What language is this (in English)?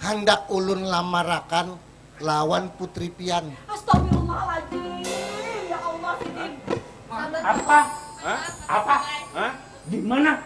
Banjar